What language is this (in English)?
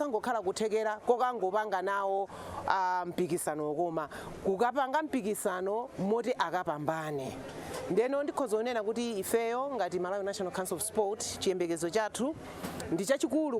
Nyanja